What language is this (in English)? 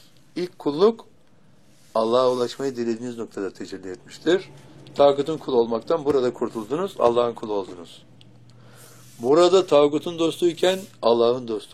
Turkish